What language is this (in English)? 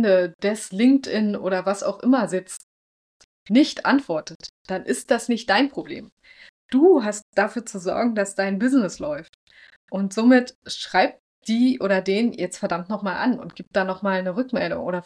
German